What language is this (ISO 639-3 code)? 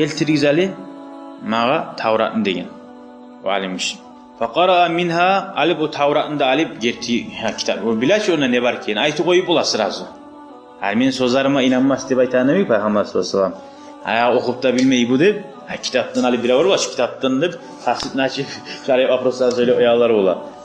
kum